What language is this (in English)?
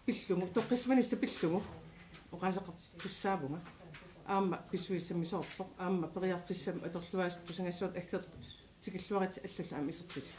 Kalaallisut